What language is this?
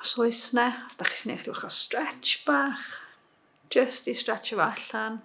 Welsh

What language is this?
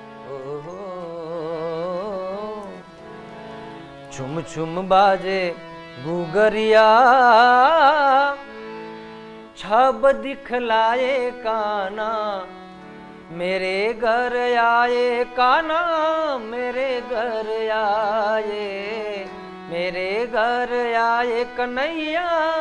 Gujarati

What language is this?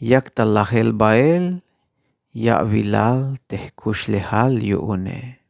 Tzeltal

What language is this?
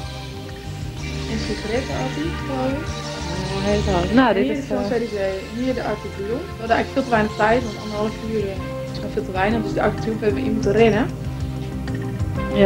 Dutch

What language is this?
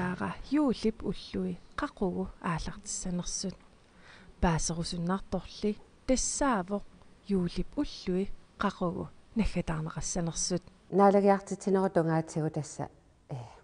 Kalaallisut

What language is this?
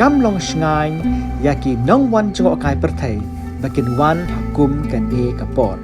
Khasi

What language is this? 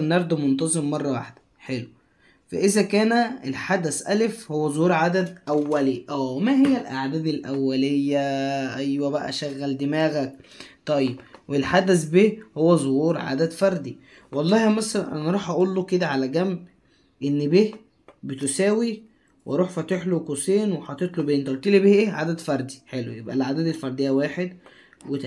Egyptian Arabic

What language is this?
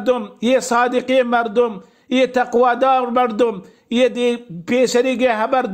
Baluchi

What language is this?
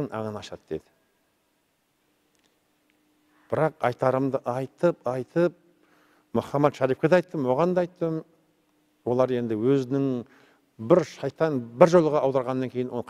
Kazakh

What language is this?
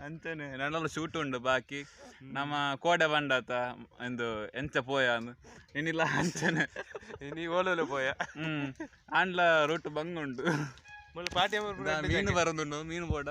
Tulu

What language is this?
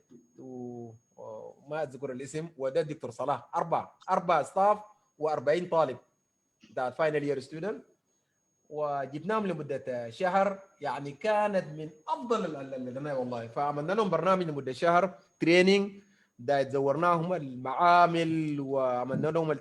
Sudanese Arabic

